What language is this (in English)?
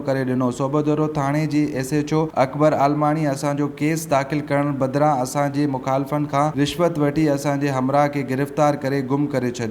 Sindhi